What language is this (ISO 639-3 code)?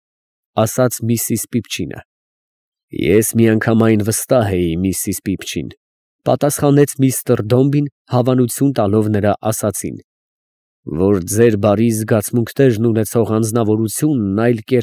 hye